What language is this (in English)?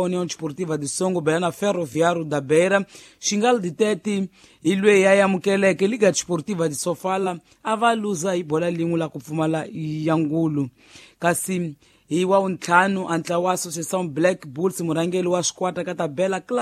Tsonga